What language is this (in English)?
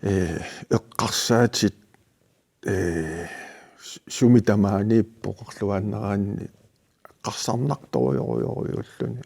Kalaallisut